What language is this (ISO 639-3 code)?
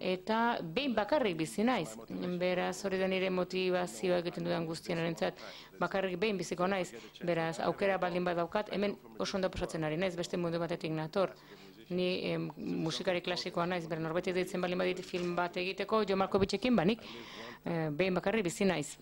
eus